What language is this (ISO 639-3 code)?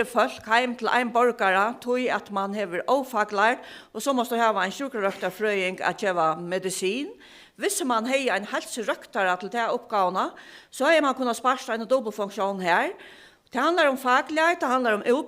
fao